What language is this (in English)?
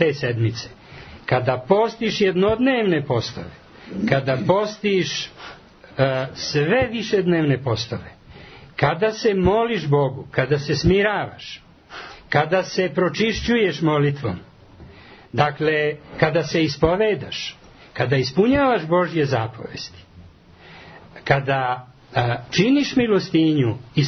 Serbian